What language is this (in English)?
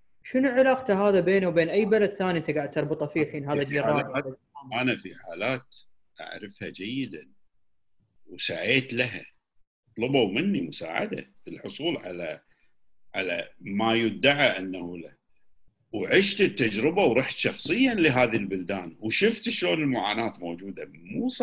Gulf Arabic